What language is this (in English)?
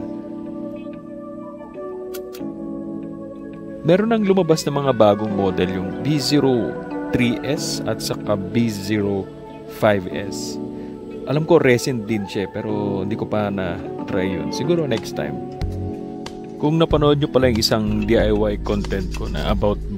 Filipino